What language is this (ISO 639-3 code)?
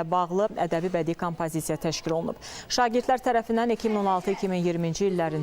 aze